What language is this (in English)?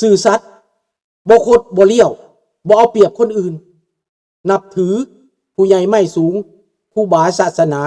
Lao